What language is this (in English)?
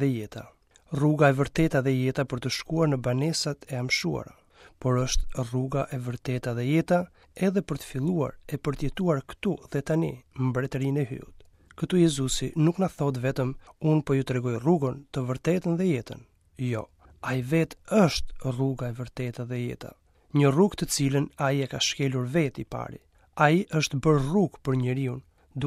Albanian